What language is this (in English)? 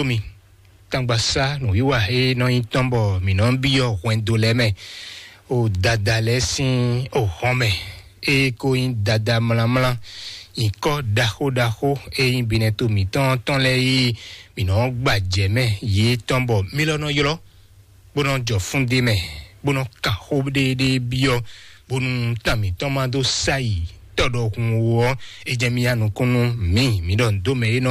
Fon